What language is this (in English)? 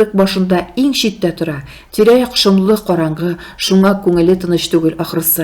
Tatar